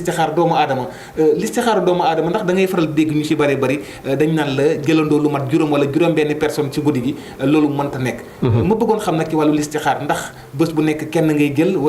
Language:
Wolof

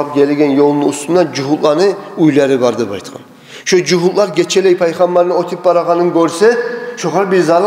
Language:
Kumyk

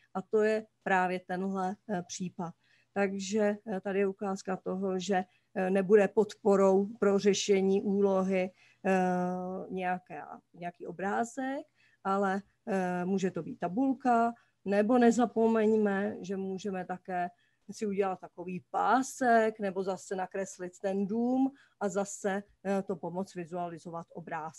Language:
Czech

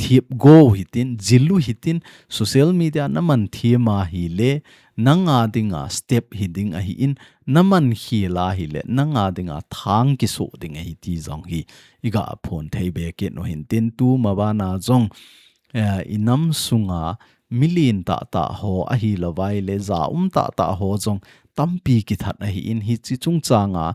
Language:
Thado Chin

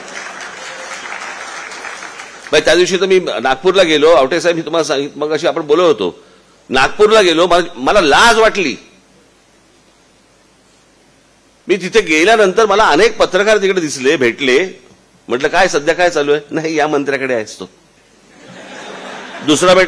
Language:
Marathi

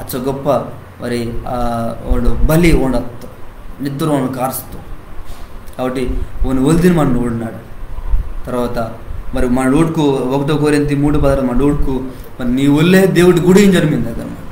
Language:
Koya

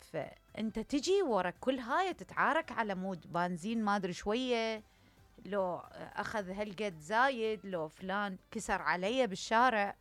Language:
Mesopotamian Arabic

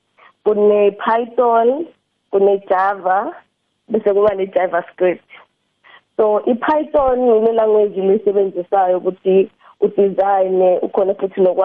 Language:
South Ndebele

